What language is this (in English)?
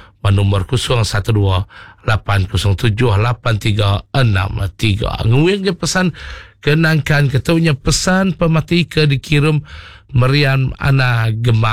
Iban